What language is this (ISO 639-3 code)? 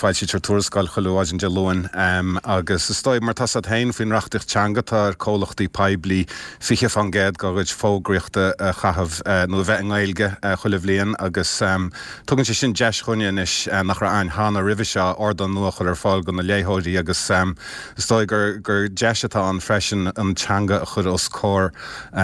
gle